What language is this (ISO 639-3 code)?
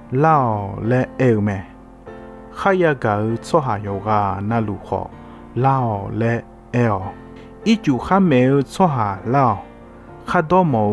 ahk